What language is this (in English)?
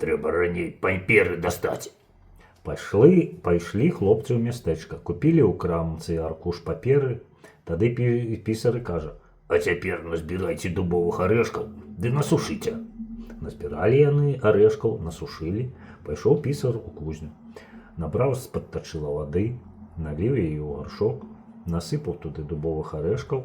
Belarusian